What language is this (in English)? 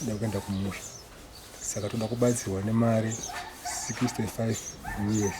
Shona